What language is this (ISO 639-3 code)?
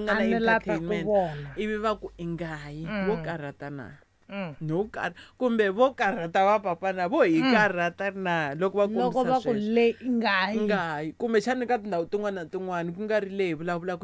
tso